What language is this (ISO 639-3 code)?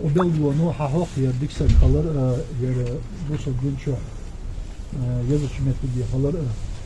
inh